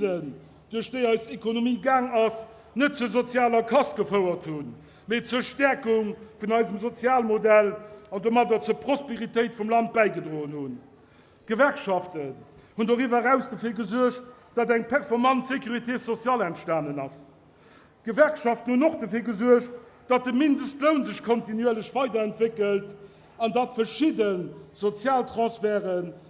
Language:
Luxembourgish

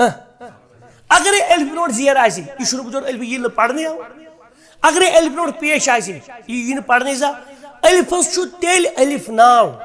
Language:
Kashmiri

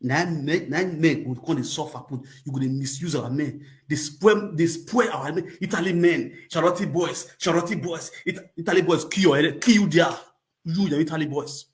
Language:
Nigerian Pidgin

